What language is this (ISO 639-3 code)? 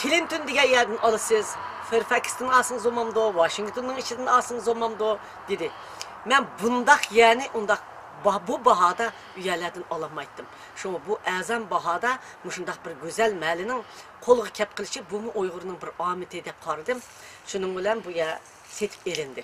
uig